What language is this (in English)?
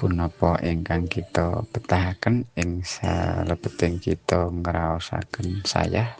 Javanese